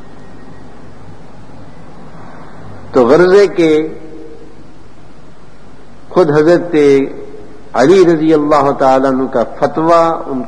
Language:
Urdu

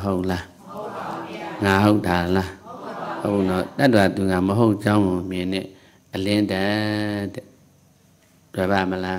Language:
Burmese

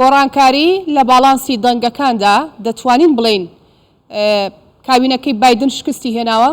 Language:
Central Kurdish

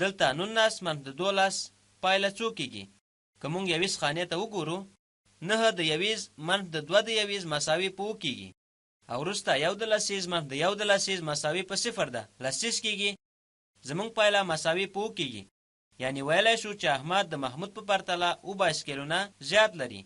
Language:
Pashto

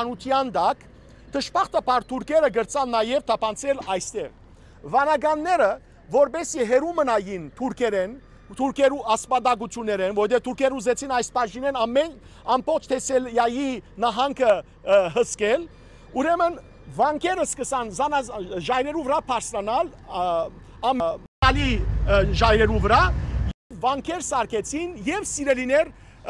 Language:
Western Armenian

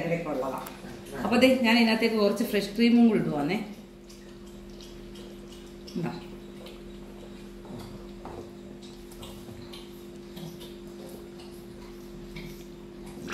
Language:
Malayalam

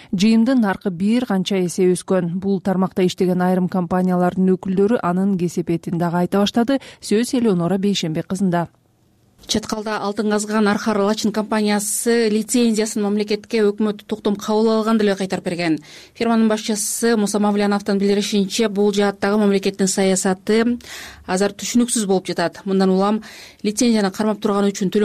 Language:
Kyrgyz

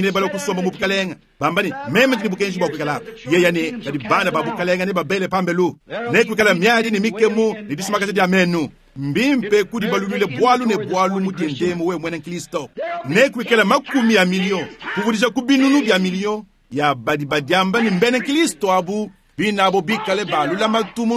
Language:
Luba-Lulua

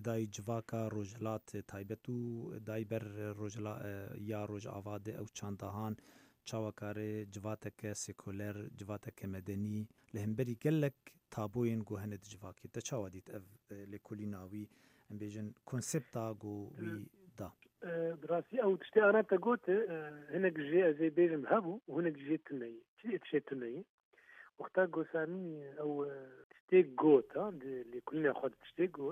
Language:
Kurdish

